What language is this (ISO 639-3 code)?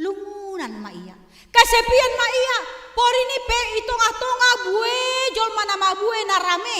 bts